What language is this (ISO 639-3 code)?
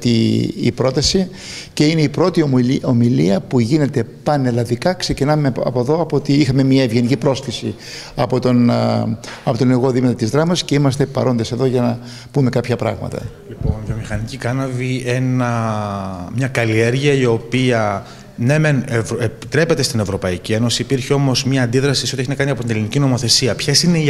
ell